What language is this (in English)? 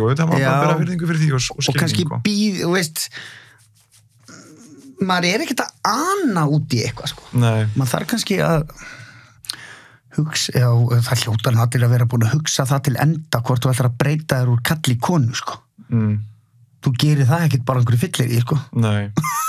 Icelandic